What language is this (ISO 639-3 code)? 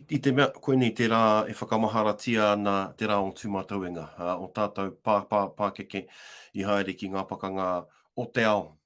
mri